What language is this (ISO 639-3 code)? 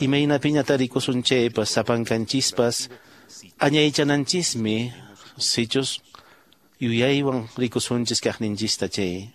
que